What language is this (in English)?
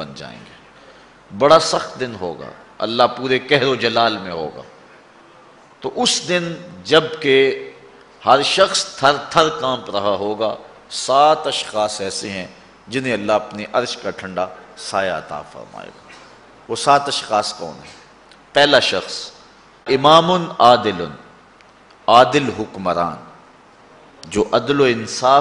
Urdu